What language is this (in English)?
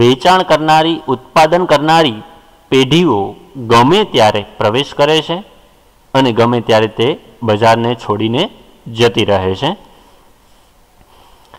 Gujarati